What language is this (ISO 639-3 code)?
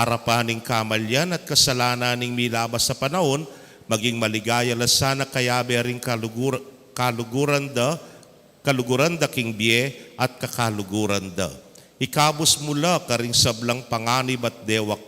pam